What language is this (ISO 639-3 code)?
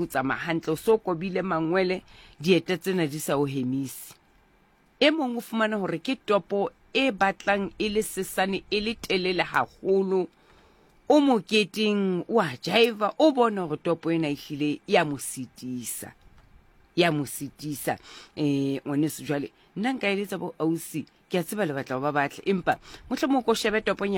sot